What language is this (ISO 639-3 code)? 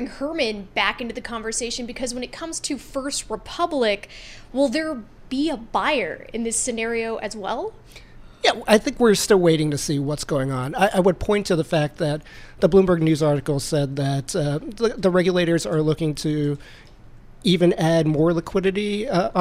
eng